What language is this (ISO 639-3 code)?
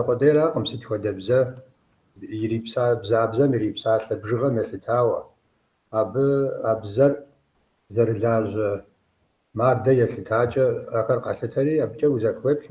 kbd